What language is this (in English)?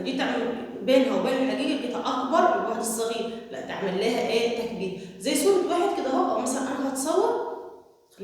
Egyptian Arabic